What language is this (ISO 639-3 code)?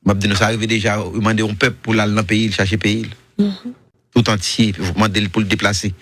hat